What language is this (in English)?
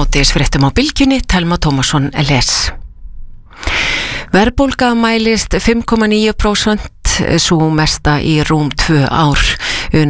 Icelandic